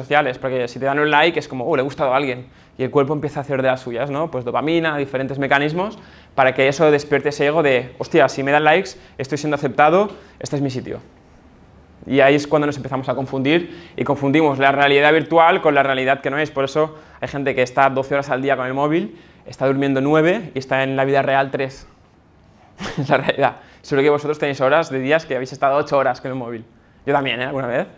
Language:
Spanish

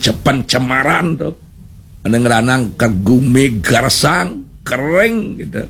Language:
Balinese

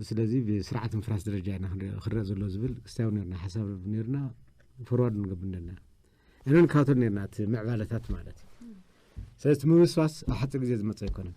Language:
Tigrinya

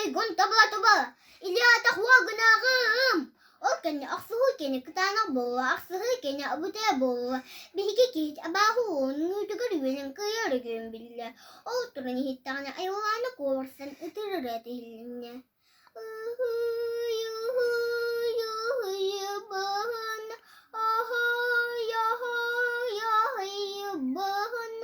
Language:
Yakut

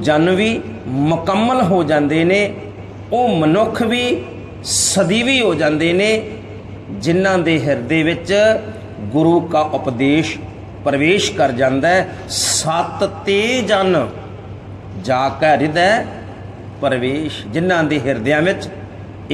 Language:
Punjabi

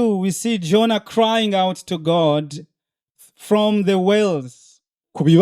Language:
Rundi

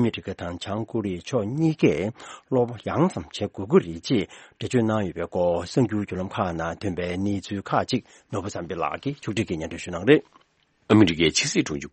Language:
Tibetan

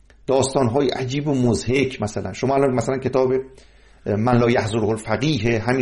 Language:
Persian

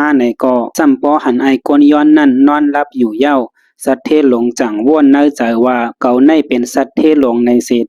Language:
Shan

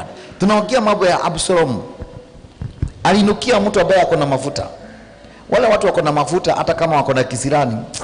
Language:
Swahili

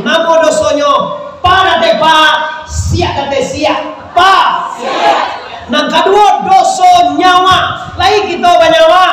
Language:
Minangkabau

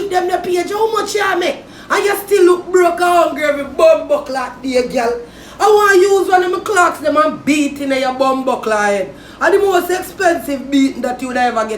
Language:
Jamaican Creole English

